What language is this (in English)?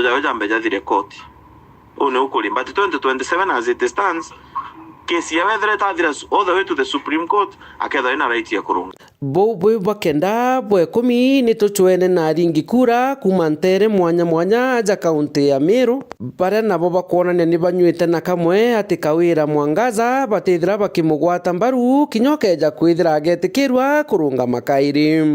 Meru